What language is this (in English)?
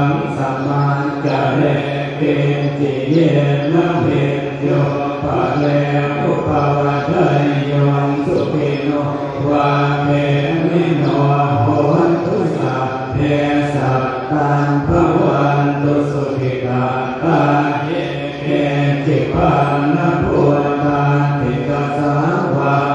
Pali